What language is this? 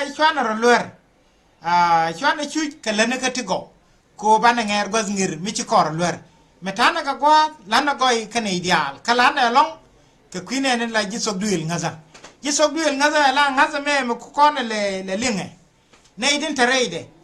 Nuer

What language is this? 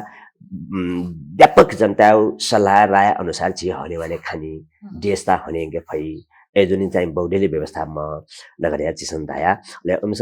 Newari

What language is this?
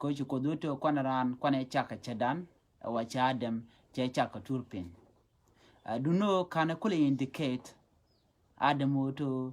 Nuer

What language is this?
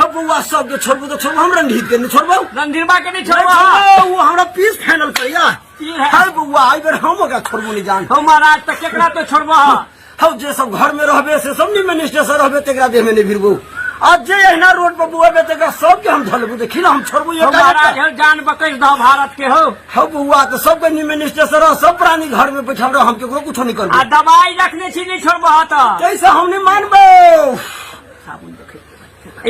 Maithili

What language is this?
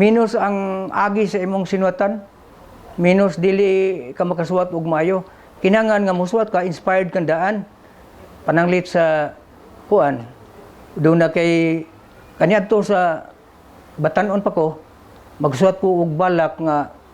Cebuano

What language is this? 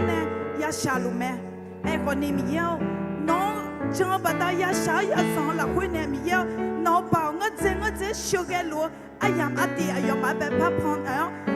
Akha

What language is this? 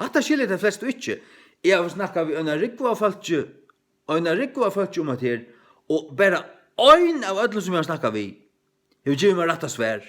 Faroese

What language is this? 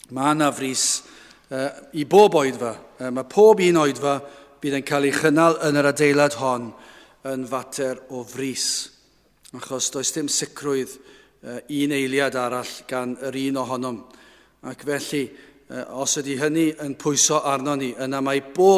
Welsh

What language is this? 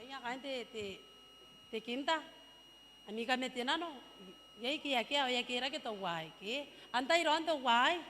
Gilbertese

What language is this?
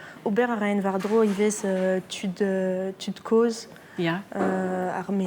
Breton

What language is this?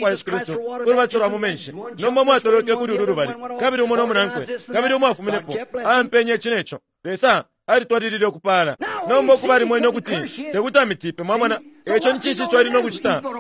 Bemba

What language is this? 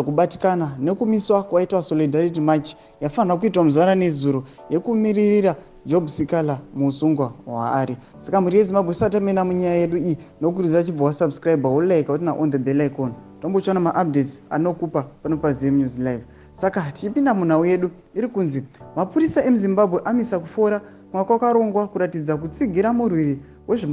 Shona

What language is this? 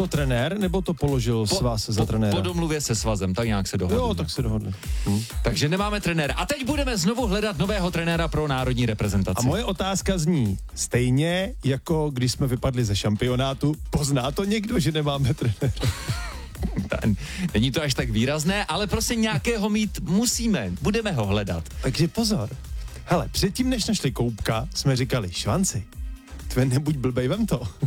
Czech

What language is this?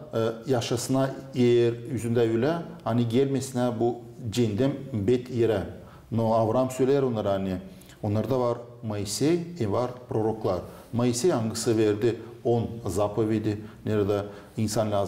Gagauz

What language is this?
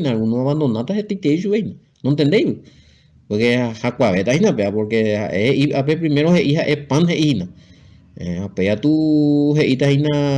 Guarani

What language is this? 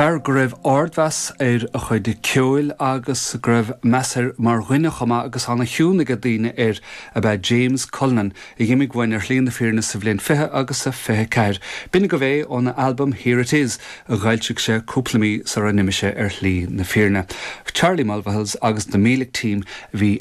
Irish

